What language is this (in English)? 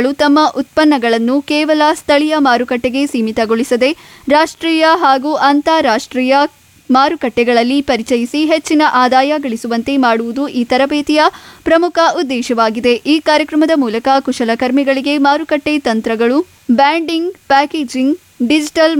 Kannada